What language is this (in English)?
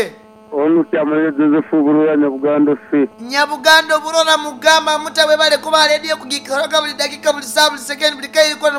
Nyankole